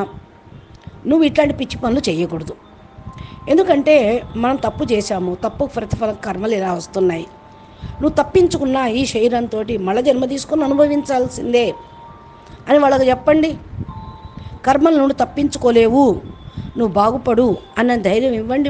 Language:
Telugu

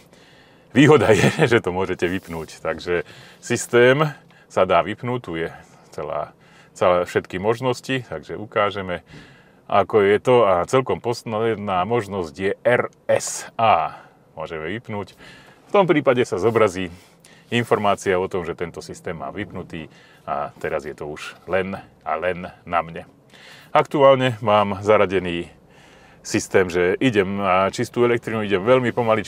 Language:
Slovak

